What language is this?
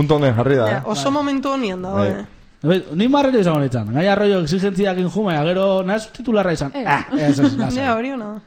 Basque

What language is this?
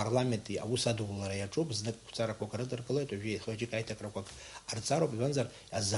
Abkhazian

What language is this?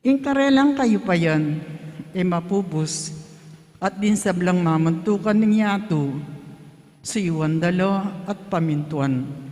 Pampanga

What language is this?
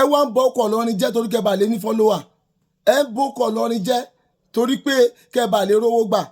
Yoruba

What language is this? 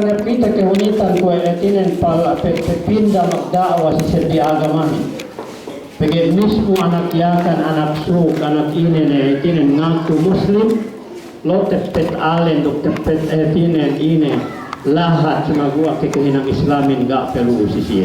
Yakan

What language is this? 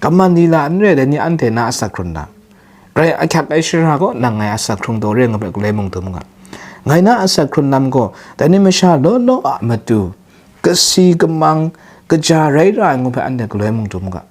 Kachin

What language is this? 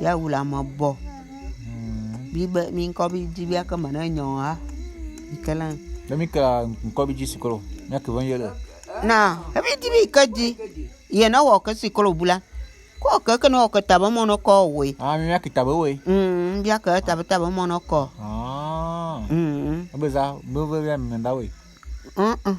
Bulu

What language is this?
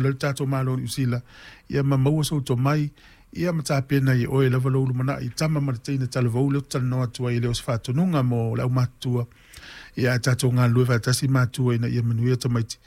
Samoan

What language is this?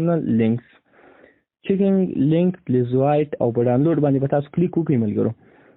Pashto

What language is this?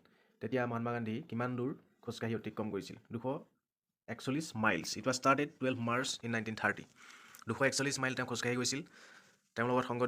Assamese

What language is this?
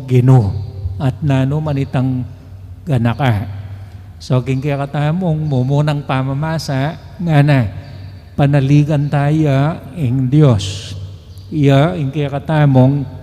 Pampanga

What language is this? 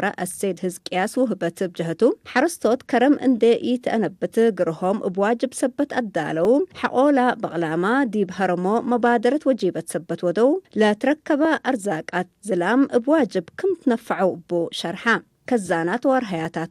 Tigre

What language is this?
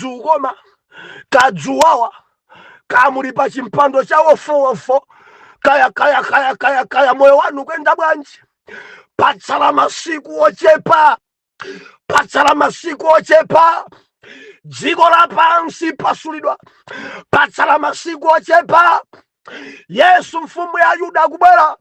Nyanja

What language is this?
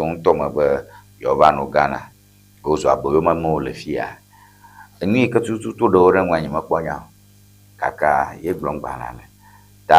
Ewe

